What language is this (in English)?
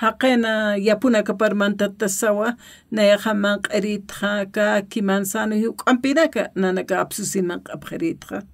Aymara